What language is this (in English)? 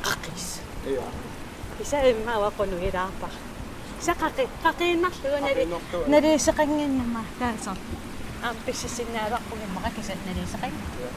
Kalaallisut